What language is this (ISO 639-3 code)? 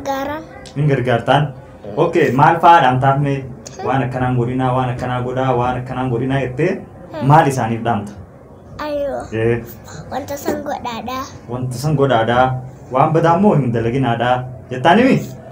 orm